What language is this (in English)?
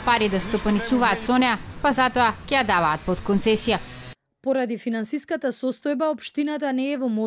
Macedonian